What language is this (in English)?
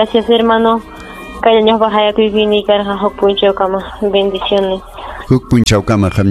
Ayacucho Quechua